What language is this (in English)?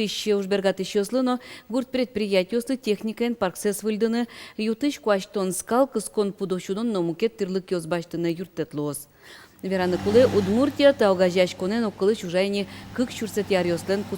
Udmurt